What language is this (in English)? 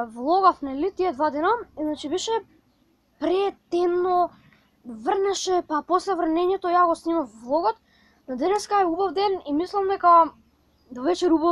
Macedonian